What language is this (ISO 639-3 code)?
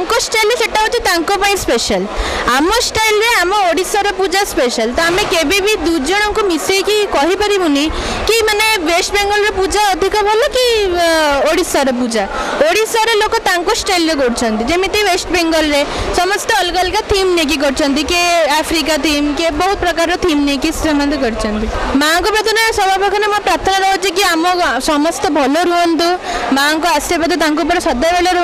ori